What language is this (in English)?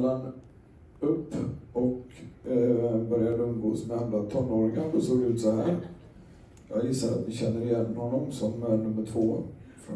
Swedish